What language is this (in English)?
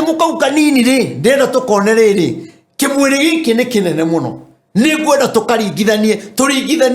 Kikuyu